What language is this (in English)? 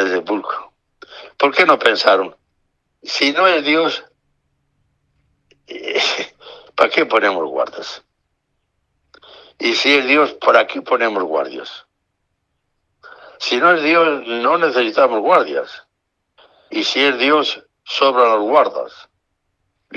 Spanish